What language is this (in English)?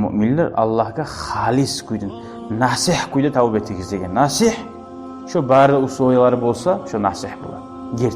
Kumyk